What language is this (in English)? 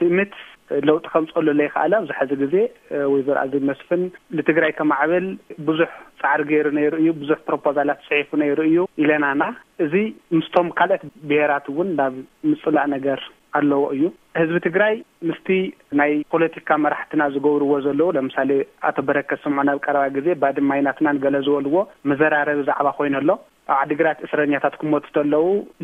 Tigrinya